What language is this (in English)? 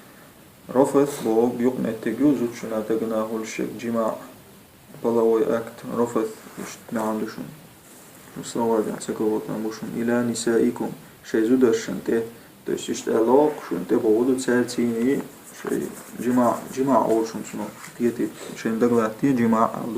Chechen